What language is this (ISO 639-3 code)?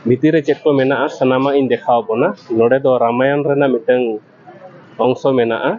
sat